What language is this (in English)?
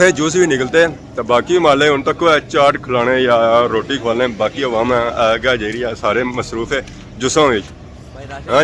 Pahari-Potwari